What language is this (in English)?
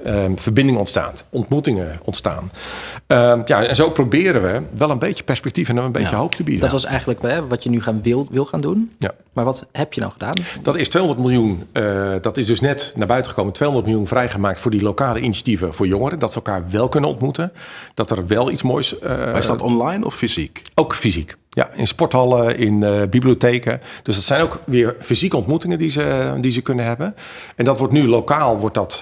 Dutch